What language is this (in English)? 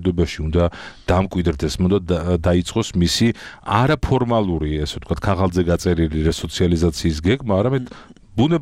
Georgian